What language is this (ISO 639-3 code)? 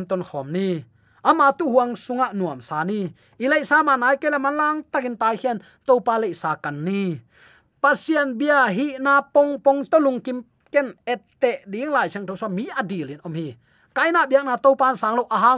ctd